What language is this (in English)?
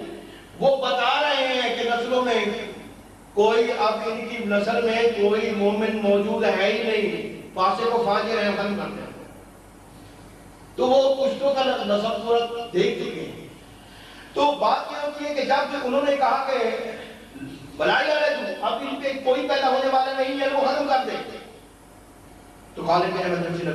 Urdu